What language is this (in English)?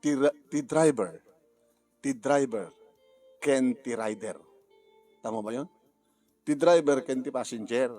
Iloko